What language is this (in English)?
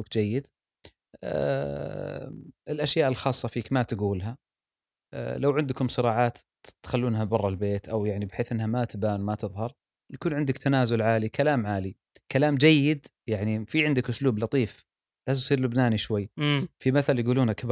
Gulf Arabic